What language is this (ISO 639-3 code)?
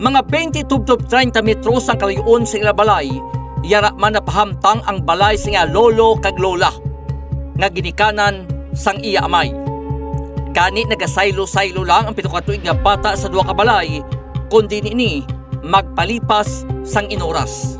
hil